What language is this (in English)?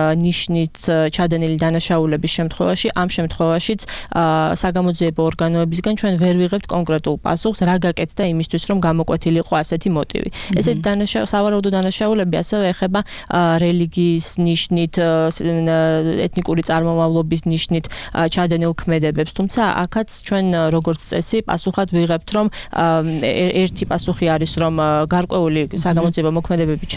Georgian